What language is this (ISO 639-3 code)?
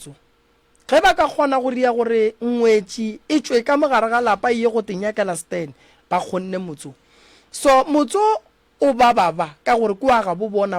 nso